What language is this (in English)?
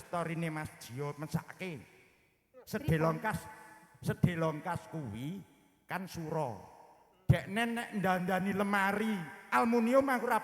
Javanese